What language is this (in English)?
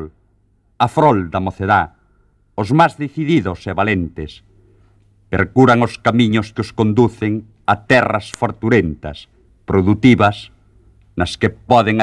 Galician